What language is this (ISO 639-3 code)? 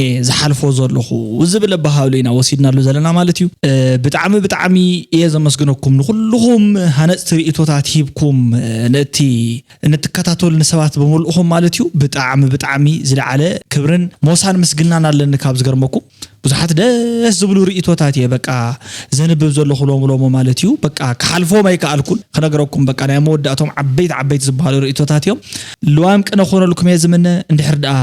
tir